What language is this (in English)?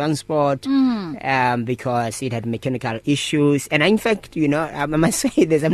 English